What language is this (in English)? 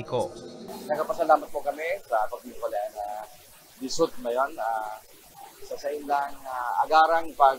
Bikol